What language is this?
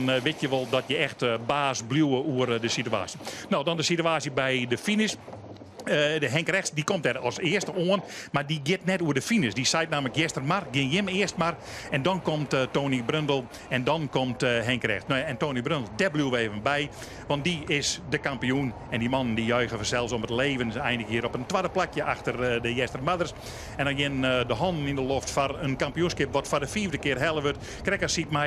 Western Frisian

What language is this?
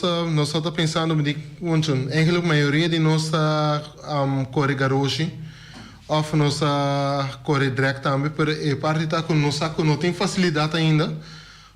Papiamento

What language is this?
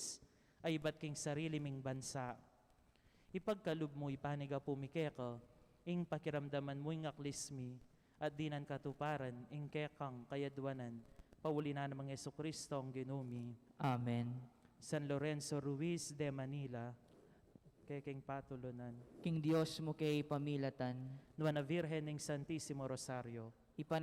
Pampanga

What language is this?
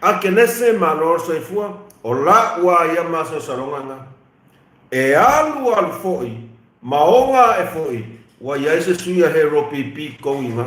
Samoan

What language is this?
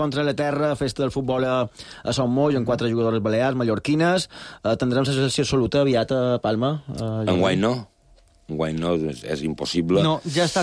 Catalan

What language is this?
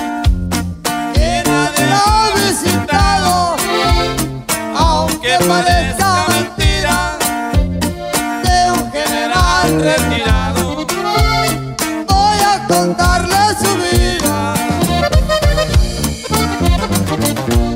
Spanish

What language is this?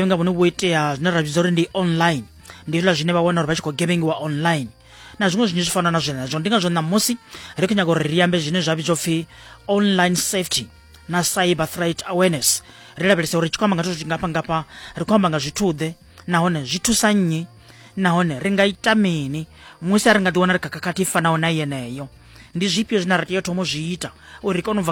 Venda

